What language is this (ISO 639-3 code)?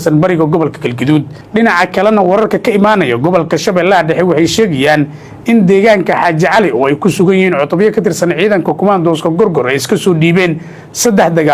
som